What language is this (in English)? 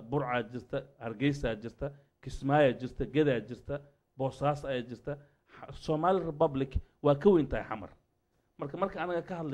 Somali